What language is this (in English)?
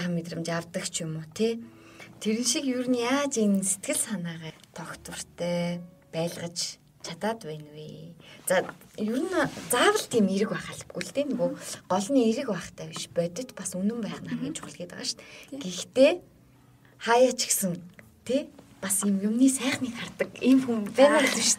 Mongolian